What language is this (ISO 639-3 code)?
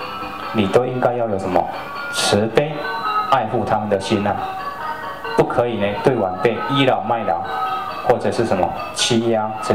zho